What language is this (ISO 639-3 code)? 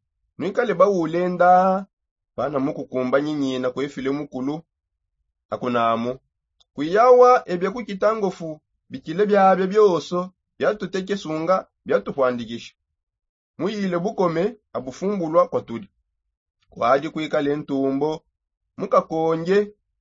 sop